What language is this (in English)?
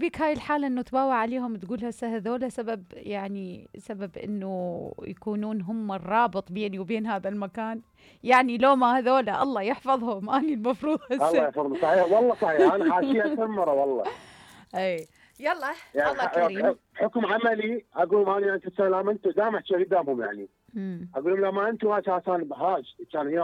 Mesopotamian Arabic